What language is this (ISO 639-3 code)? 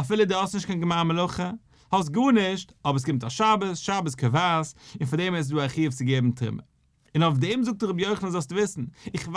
yid